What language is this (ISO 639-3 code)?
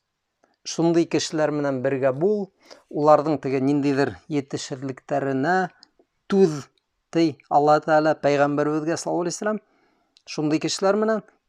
bak